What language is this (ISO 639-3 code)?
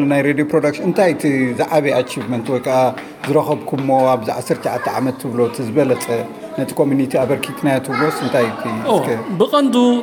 tir